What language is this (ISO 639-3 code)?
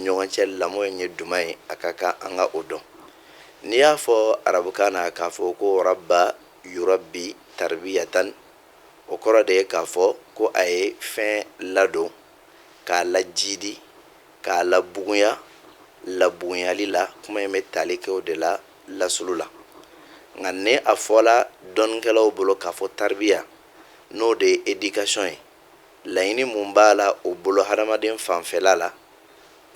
bam